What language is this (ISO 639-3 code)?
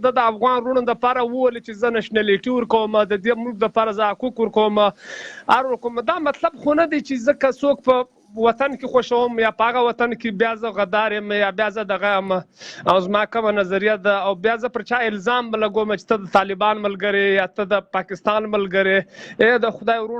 pus